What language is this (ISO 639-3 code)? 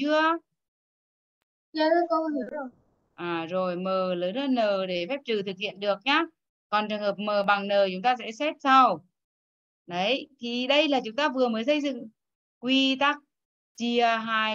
vie